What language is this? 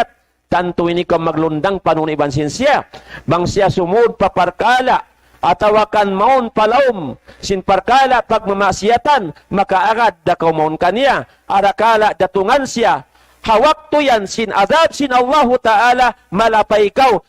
Tausug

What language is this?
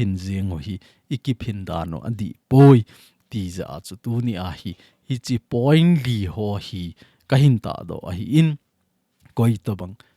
Thado Chin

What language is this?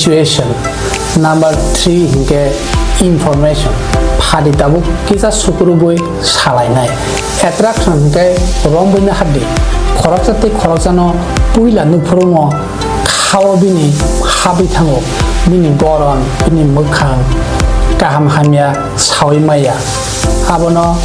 Kok Borok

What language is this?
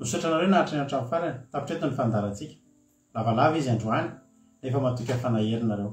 Malagasy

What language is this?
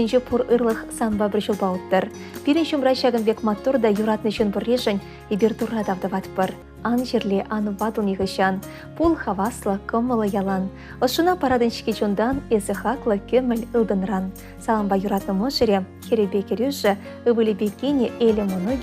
Chuvash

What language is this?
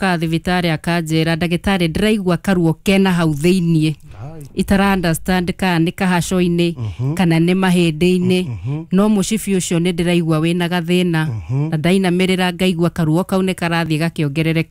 Kikuyu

